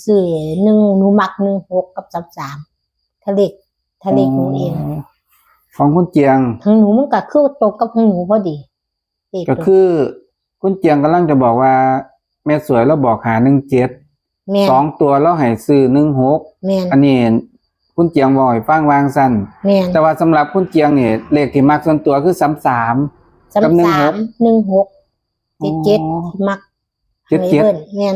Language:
Northeastern Thai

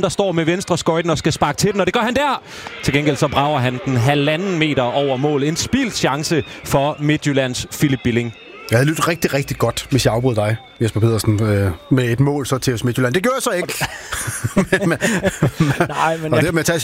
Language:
Danish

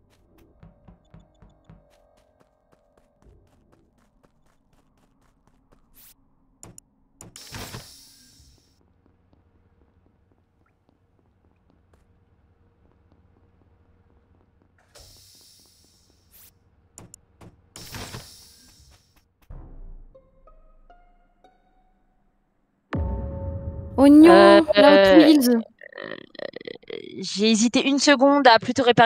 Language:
French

